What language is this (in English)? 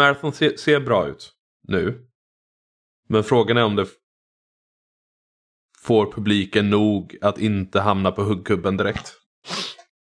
Swedish